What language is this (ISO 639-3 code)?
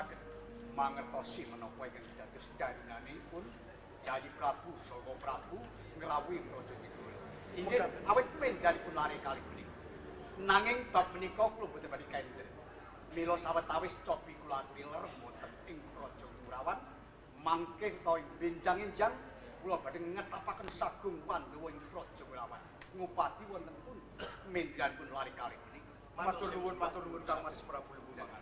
jav